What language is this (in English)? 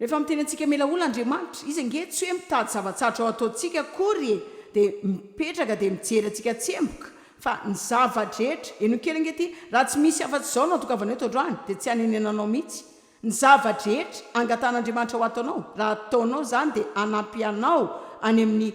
Malagasy